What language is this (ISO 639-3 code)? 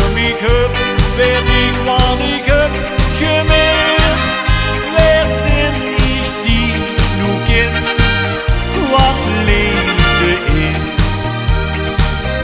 nld